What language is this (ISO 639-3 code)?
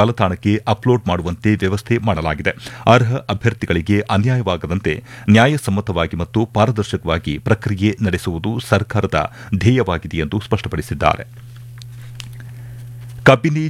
kan